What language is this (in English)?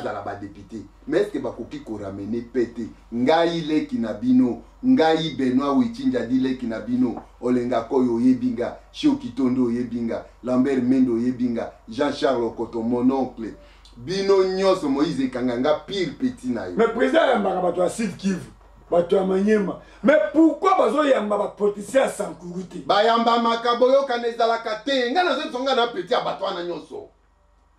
Lingala